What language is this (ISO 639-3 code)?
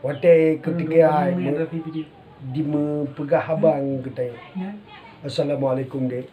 ace